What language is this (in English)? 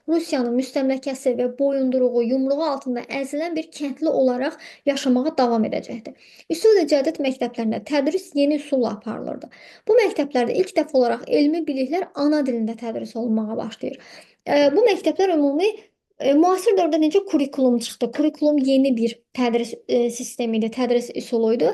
Azerbaijani